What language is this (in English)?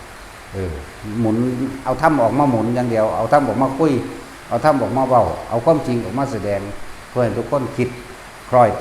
Northeastern Thai